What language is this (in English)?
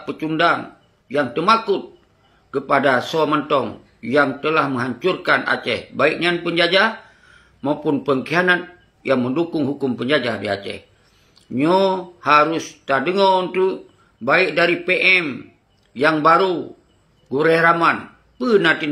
Achinese